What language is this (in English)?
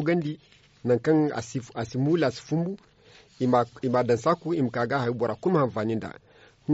Zarma